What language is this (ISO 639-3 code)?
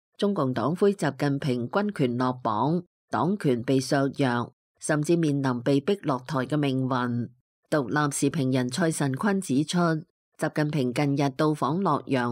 yue